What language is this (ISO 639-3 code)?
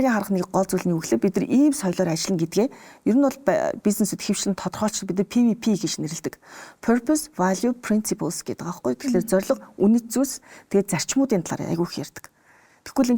mon